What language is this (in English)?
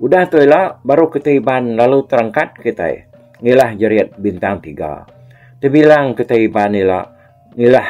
Iban